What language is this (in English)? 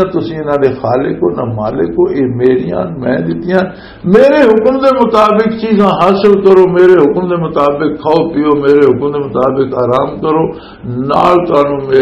Western Panjabi